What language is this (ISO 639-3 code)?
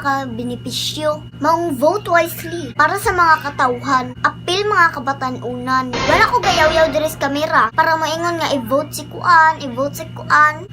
ceb